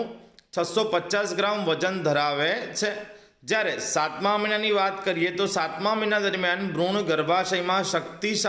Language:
Gujarati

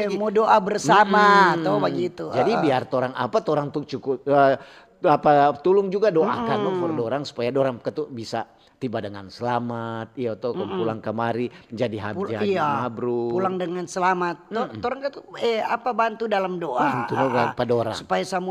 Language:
Manado Malay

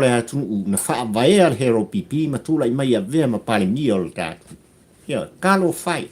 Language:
Samoan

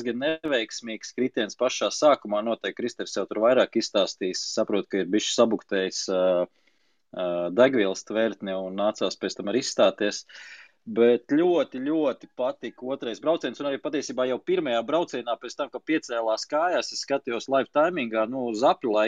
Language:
Latvian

